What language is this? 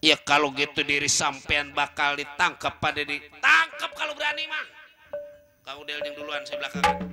Betawi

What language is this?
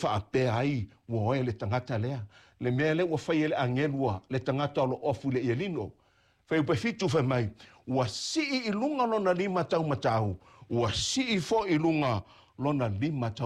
Samoan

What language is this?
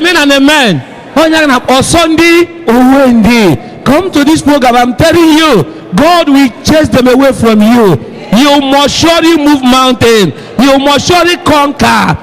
Igbo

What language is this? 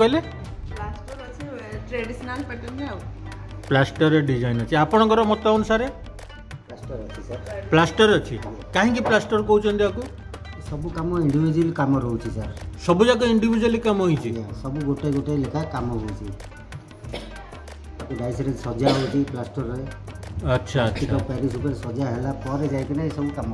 Odia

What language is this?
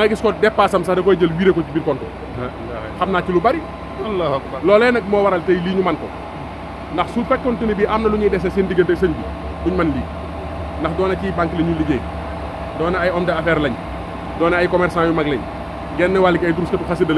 Wolof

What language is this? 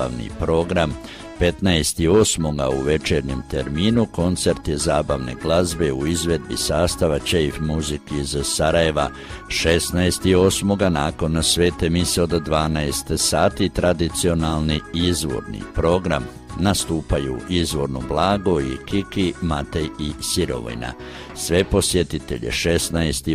Croatian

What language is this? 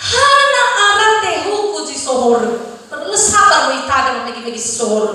Nias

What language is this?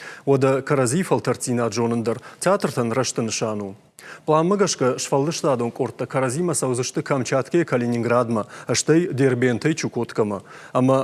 Ossetic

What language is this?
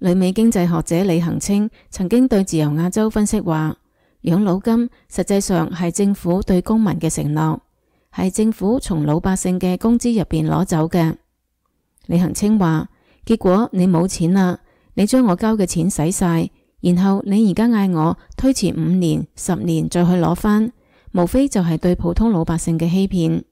Cantonese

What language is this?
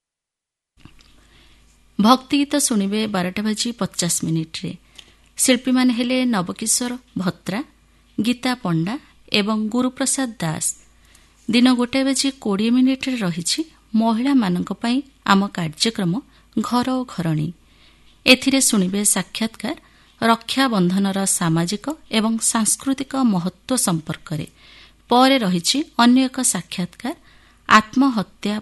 Odia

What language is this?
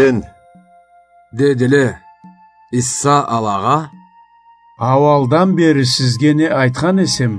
Karachay-Balkar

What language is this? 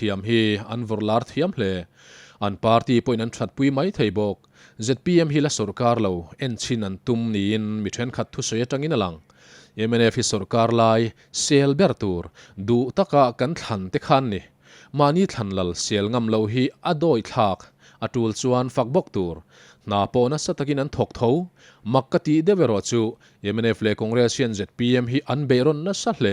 Mizo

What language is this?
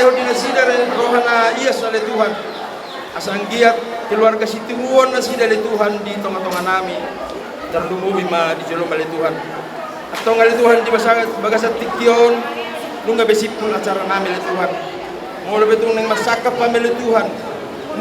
Batak Toba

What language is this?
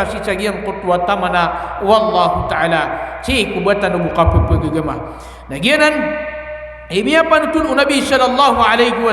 Maranao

